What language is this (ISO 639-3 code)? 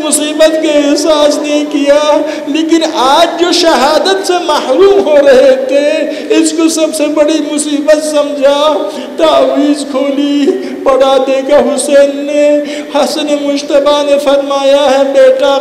urd